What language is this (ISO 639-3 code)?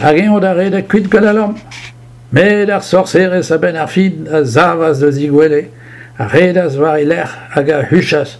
bre